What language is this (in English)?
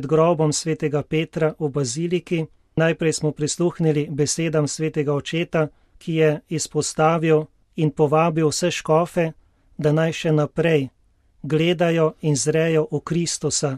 Slovenian